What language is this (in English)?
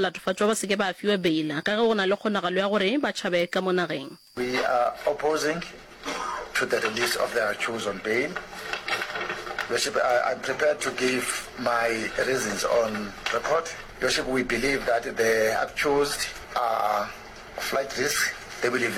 Northern Sotho